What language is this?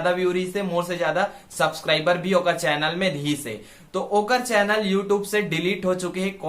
Chhattisgarhi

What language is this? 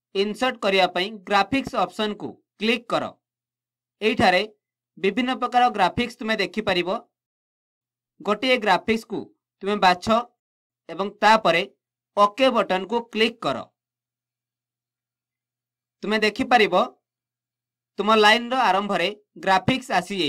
Odia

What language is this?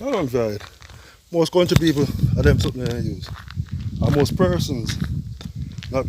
Jamaican Creole English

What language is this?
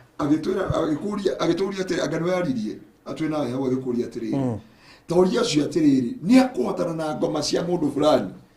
Kikuyu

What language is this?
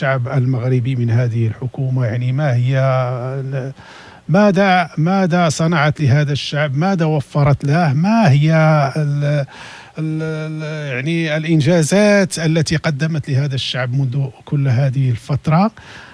Moroccan Arabic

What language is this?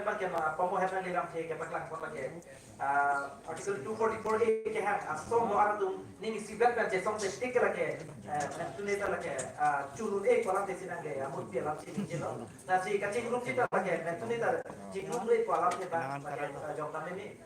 Karbi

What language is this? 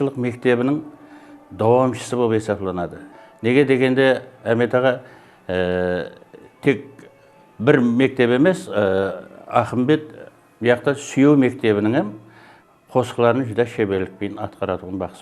Kara-Kalpak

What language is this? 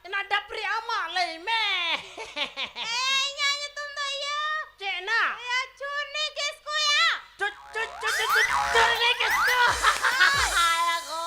Santali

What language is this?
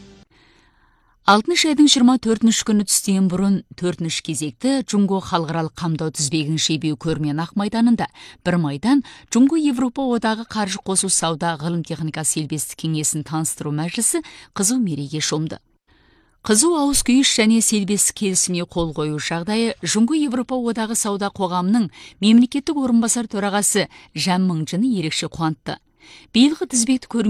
Kazakh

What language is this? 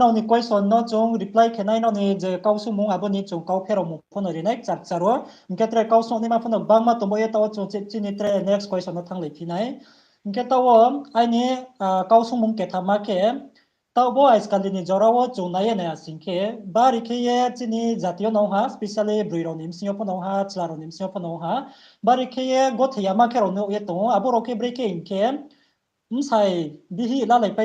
Riang (India)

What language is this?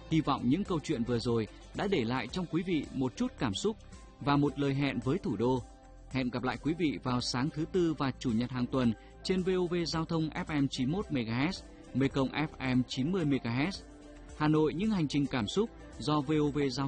Vietnamese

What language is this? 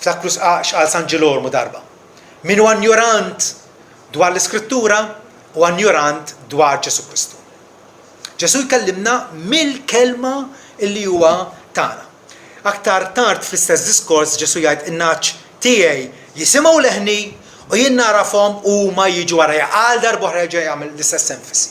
Maltese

